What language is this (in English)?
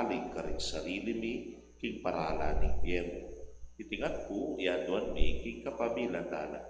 Pampanga